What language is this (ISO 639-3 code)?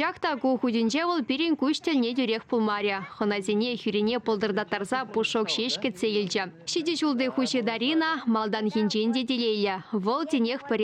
chv